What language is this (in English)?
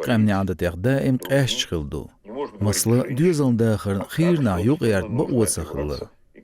Chechen